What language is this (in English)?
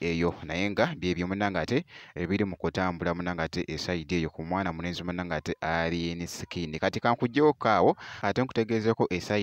Ganda